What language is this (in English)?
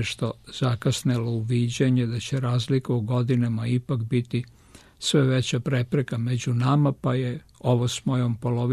Serbian